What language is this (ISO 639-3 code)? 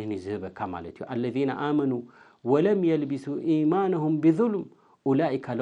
tir